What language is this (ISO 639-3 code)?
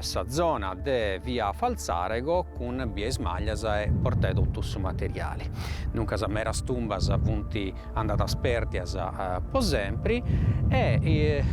srd